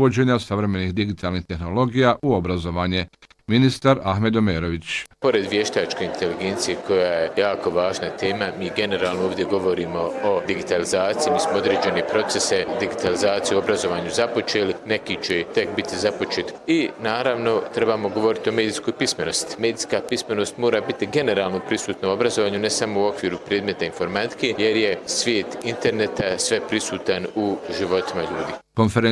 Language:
Bosnian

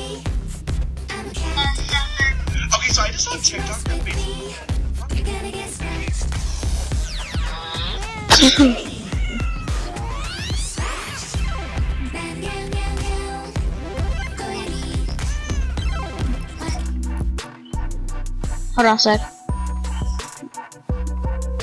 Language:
English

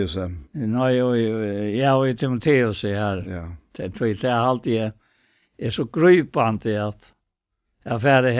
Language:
Faroese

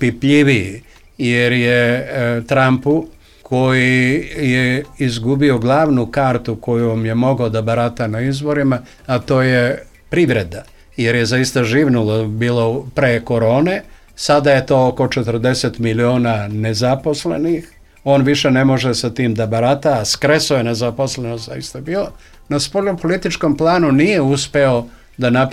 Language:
Serbian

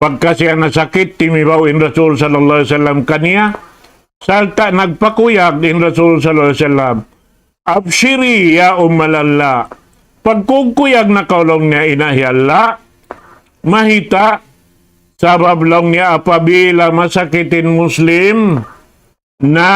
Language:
Tausug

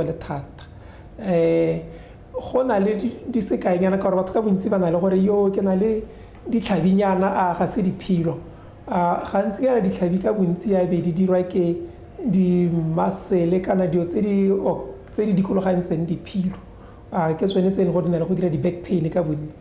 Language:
Tswana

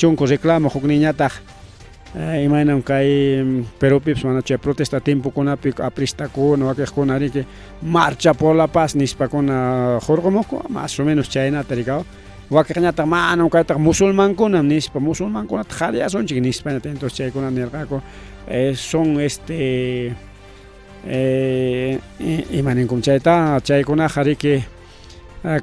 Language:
Ayacucho Quechua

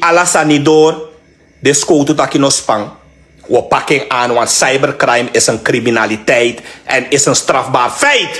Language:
Sranan Tongo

